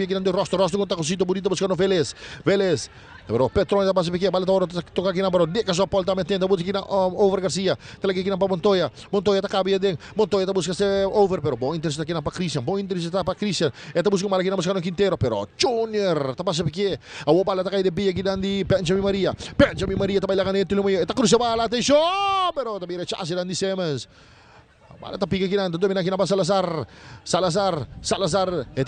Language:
Papiamento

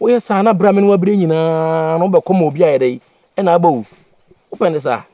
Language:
Akan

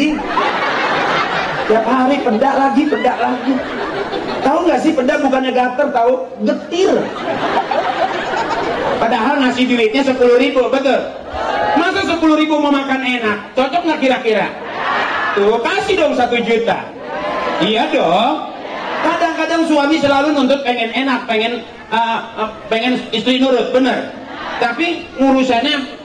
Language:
Indonesian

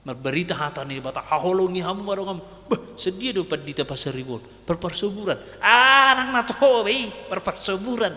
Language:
Batak Toba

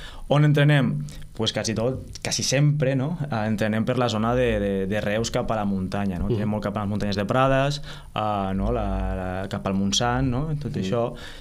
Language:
Catalan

